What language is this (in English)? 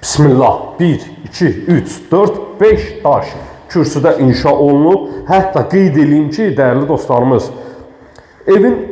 Azerbaijani